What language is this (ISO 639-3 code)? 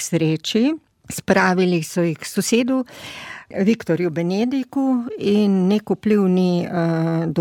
slv